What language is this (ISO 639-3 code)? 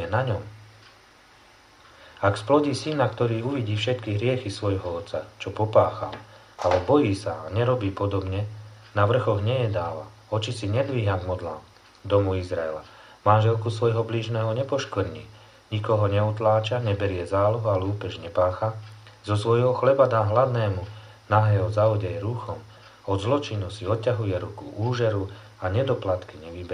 slk